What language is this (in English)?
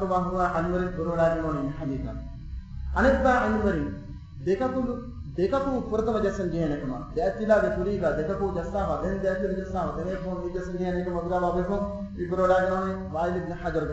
Divehi